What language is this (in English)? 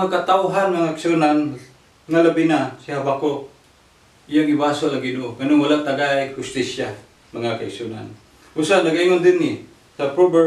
Cebuano